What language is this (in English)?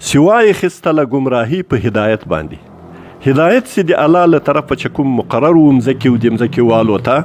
Pashto